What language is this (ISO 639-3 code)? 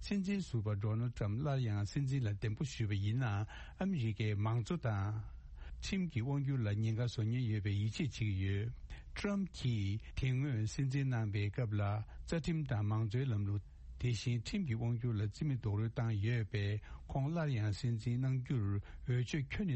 bod